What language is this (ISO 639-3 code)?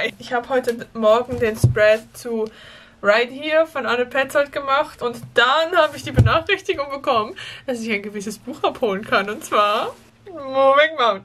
deu